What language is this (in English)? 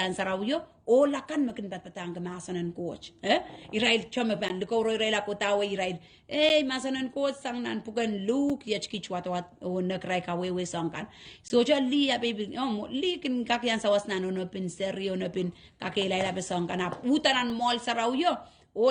Pohnpeian